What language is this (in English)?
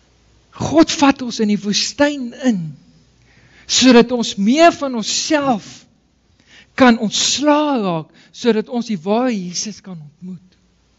Afrikaans